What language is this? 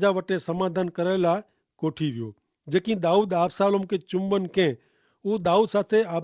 Kachhi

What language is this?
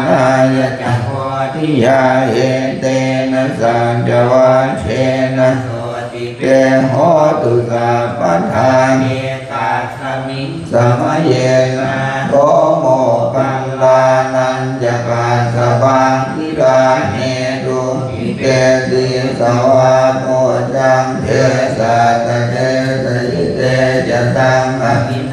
Pali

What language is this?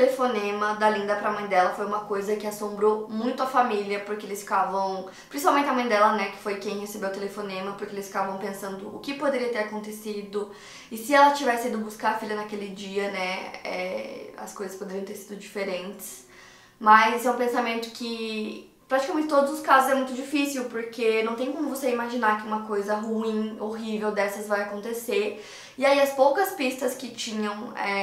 Portuguese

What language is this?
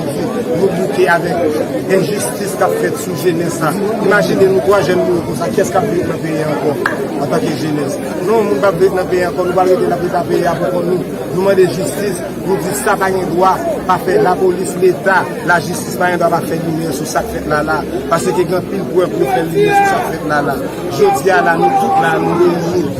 Haitian Creole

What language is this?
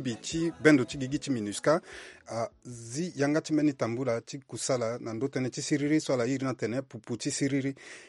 Sango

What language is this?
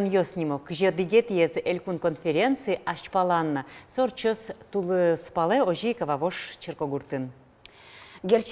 Udmurt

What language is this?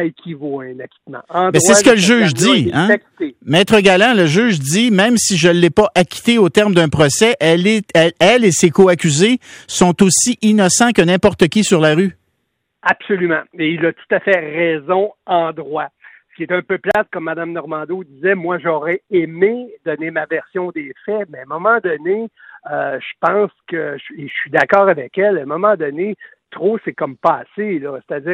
French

